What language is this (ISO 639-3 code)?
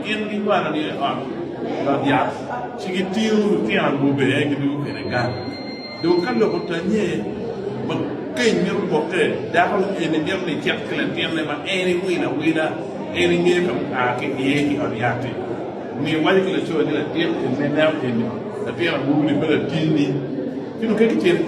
ach